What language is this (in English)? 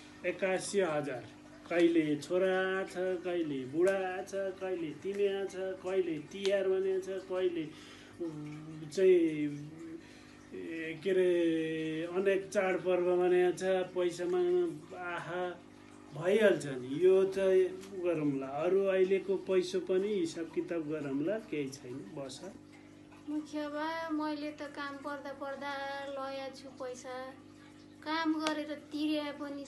Nepali